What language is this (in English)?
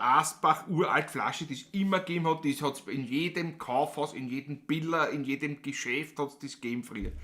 Bavarian